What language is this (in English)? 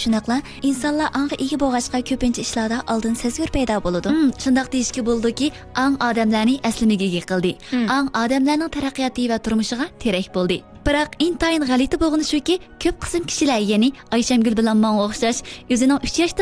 Uyghur